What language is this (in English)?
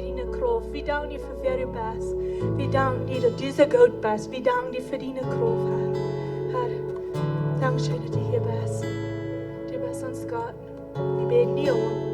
Plautdietsch